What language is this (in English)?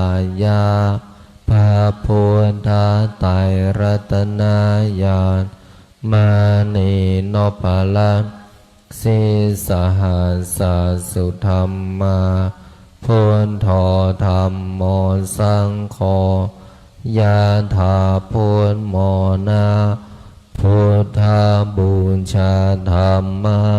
Pali